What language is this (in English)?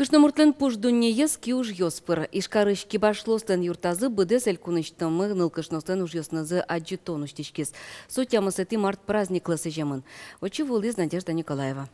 Udmurt